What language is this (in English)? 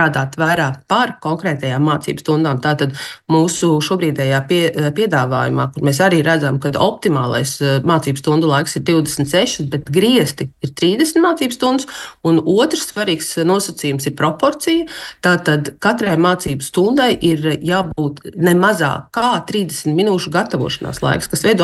Latvian